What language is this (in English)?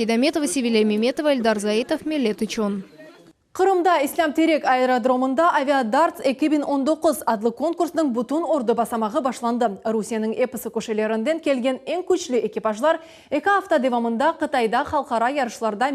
Crimean Tatar